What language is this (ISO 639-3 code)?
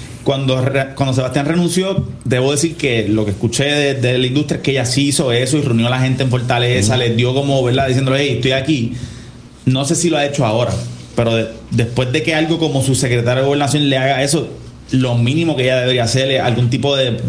spa